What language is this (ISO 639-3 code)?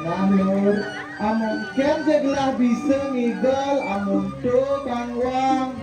ban